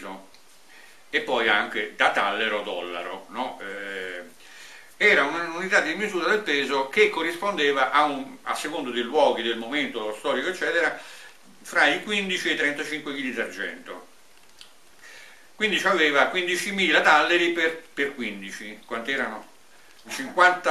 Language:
Italian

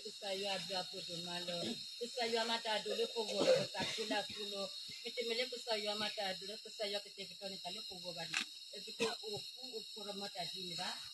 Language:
S'gaw Karen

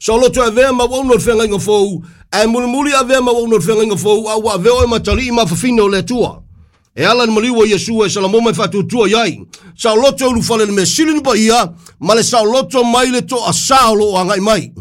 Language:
Samoan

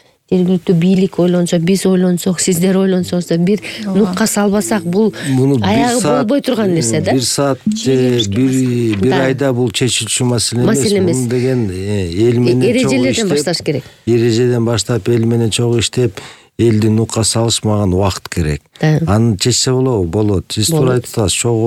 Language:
Kyrgyz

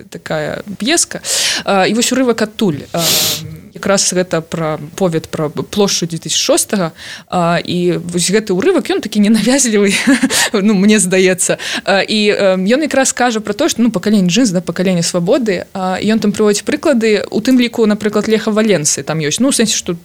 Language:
Belarusian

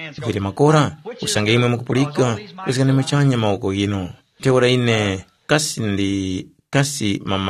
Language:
Tumbuka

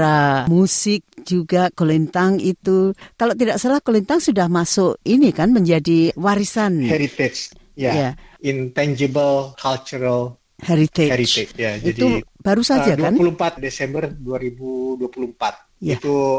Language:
Indonesian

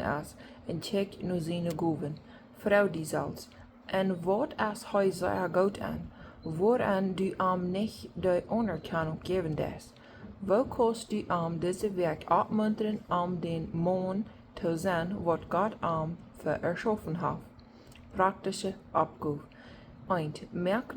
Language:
Plautdietsch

